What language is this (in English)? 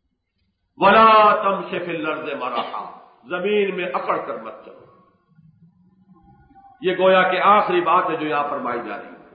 Urdu